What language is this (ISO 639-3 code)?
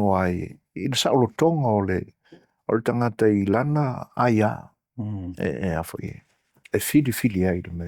smo